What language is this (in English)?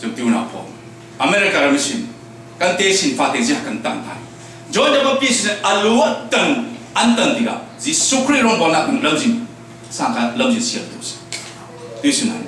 Falam Chin